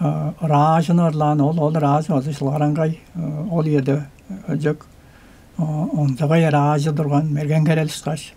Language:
Tuvinian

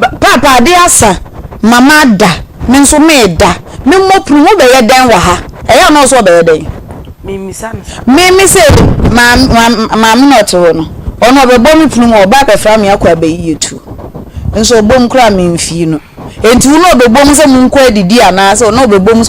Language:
Akan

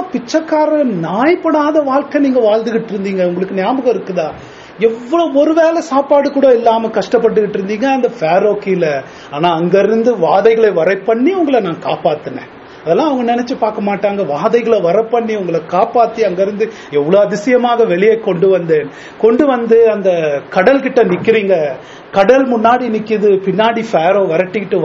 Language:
Tamil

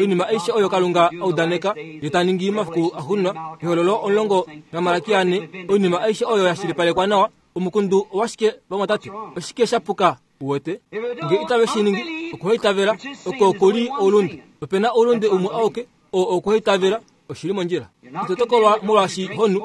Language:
Kuanyama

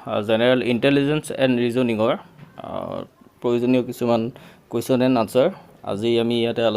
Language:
Assamese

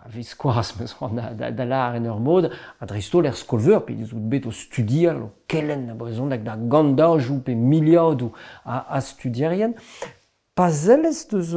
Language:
Breton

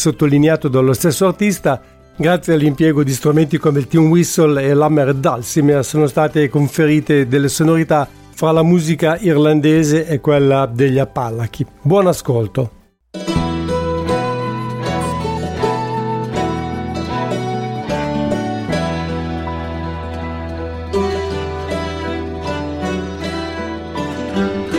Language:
Italian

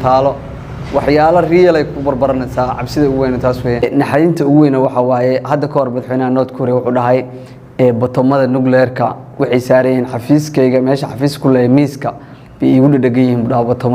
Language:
Somali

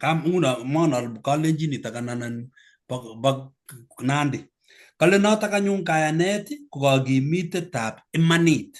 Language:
Kalenjin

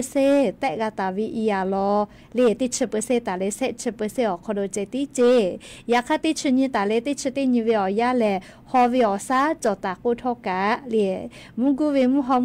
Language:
Lahu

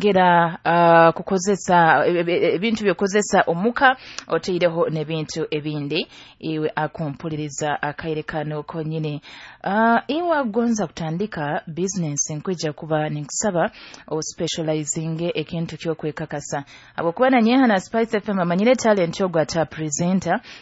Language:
Nyoro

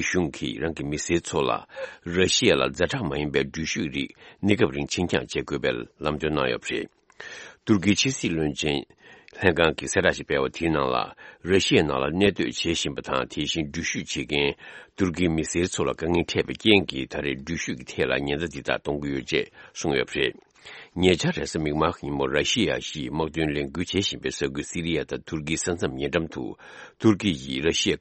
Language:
Tibetan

